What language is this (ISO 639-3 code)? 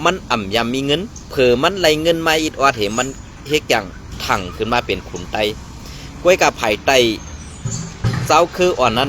shn